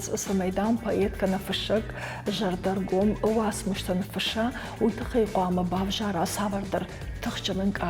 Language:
Ossetic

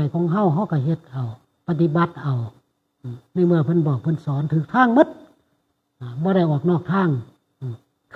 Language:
Northeastern Thai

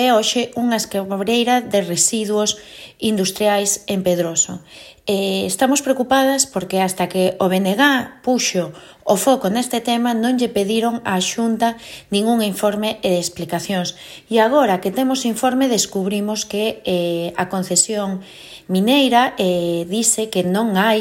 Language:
Galician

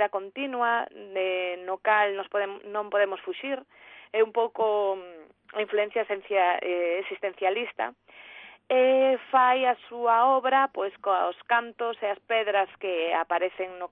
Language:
Galician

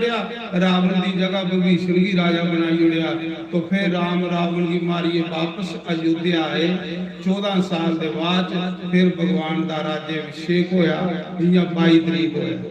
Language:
Dogri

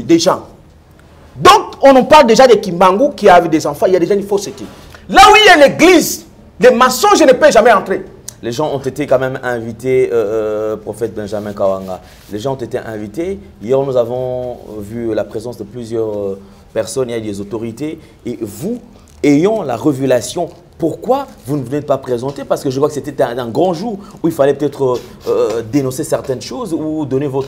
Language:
French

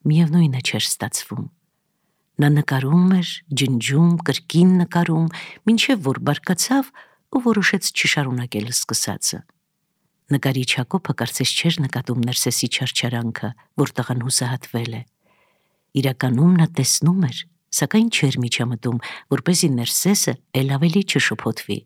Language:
Armenian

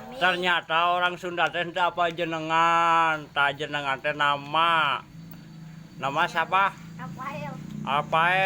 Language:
Sundanese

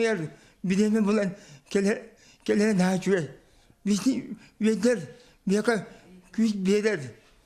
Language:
Yakut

